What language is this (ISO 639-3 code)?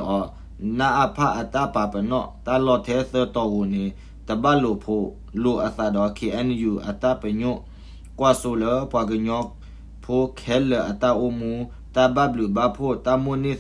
ksw